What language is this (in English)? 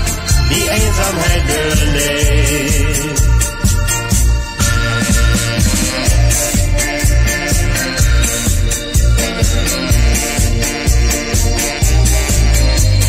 Dutch